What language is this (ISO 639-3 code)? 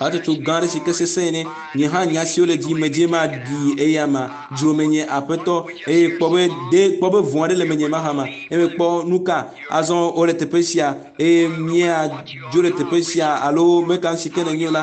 ewe